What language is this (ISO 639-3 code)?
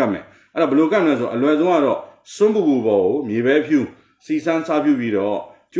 mya